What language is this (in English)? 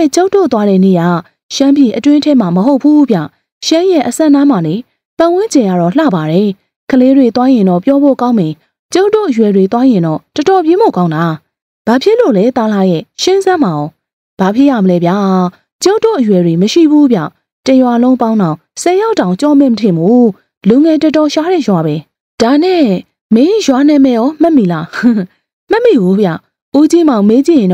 Burmese